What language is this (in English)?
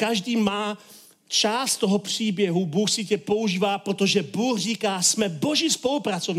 Czech